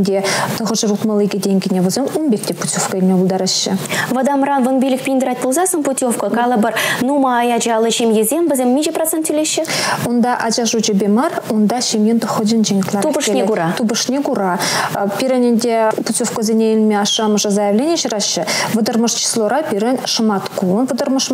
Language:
Chuvash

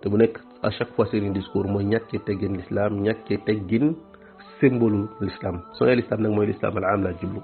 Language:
Wolof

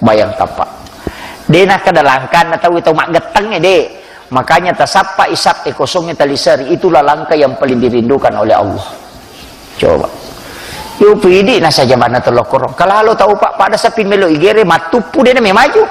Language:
Buginese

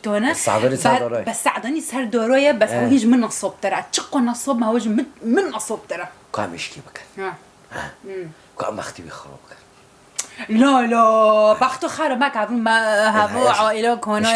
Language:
Kurdish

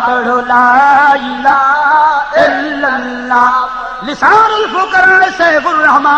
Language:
Saraiki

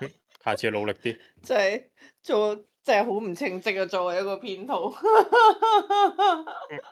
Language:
Cantonese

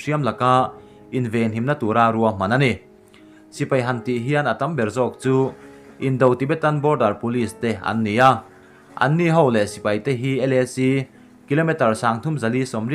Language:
Mizo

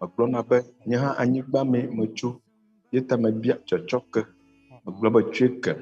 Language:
Ewe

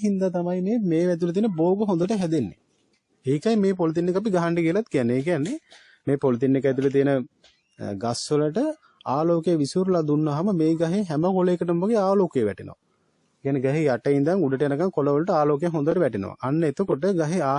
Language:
Sinhala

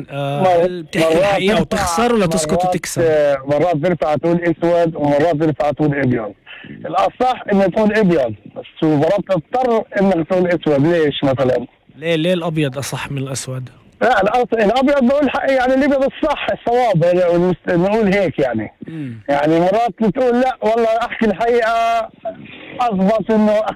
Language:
North Levantine Arabic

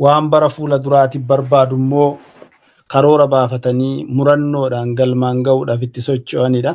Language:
Oromo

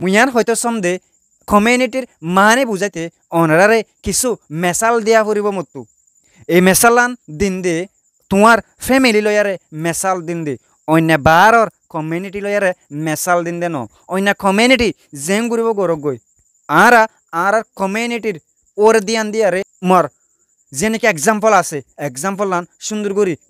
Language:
Rohingya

